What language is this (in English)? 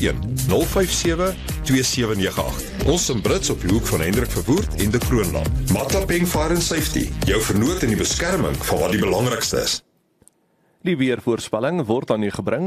Afrikaans